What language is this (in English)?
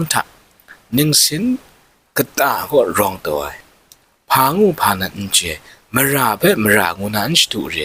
Kachin